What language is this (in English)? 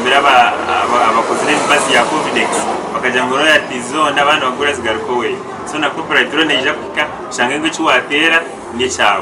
Nyankole